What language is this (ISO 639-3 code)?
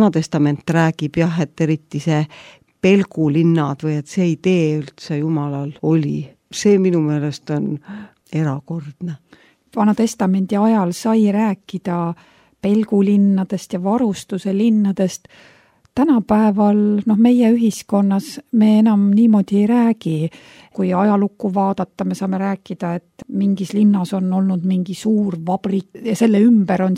est